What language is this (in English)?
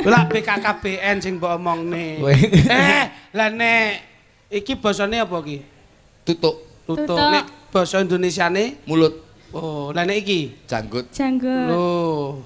Javanese